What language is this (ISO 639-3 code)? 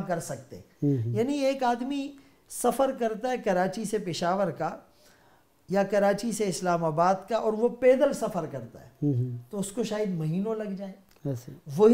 urd